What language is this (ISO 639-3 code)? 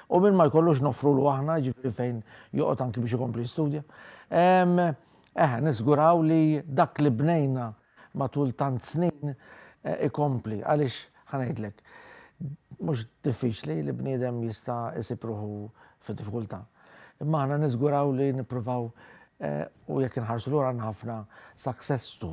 mlt